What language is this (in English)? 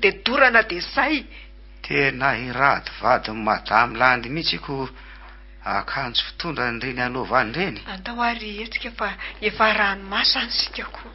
Malagasy